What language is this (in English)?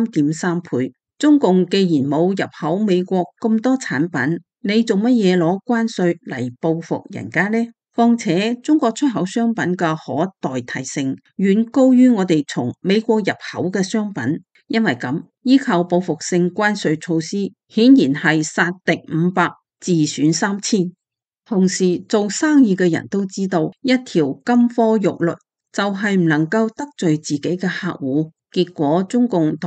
Cantonese